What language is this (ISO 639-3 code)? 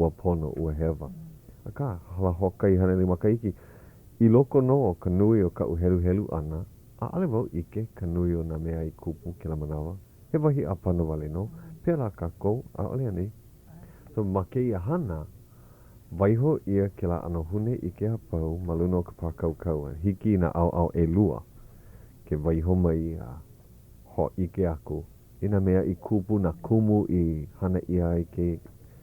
haw